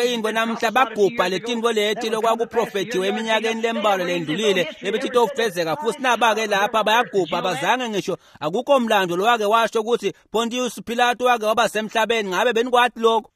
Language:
Swati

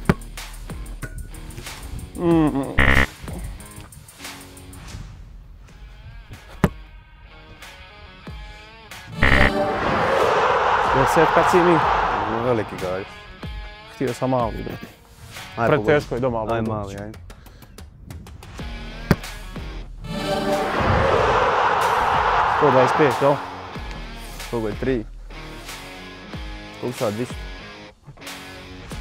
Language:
Croatian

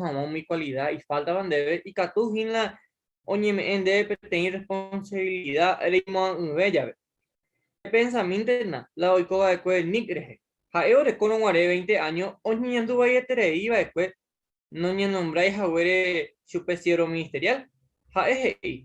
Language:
Guarani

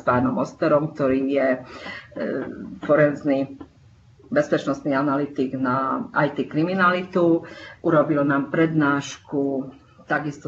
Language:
Slovak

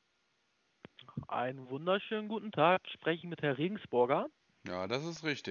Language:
German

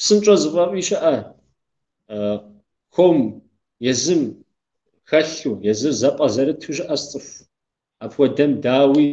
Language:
Kabardian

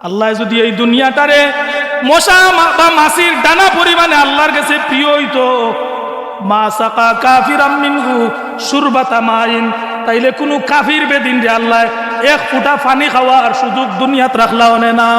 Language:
Sylheti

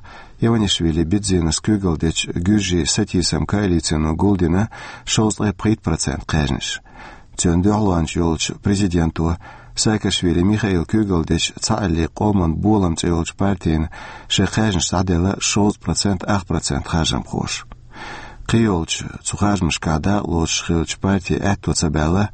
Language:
Chechen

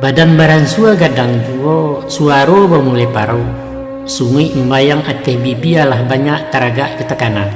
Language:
Minangkabau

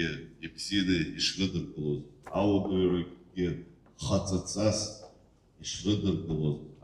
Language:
Abkhazian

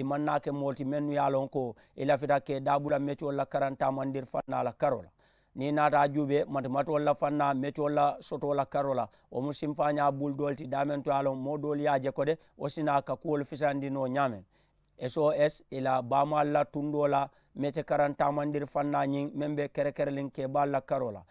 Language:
Mandingo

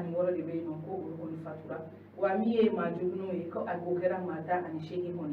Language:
Bambara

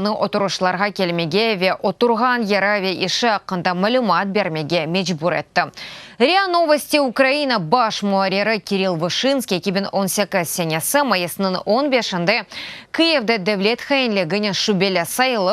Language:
Crimean Tatar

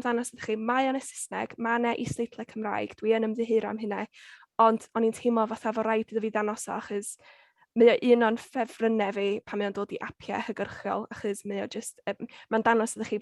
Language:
Welsh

